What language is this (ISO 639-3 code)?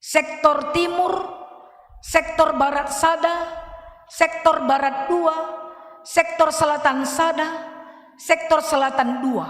btx